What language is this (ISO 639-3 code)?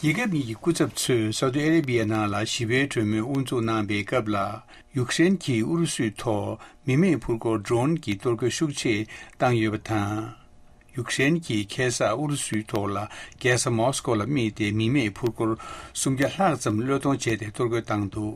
bod